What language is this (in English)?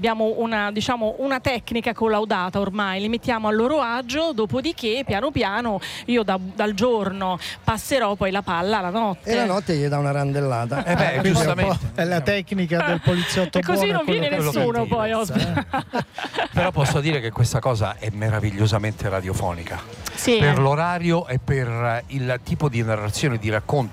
Italian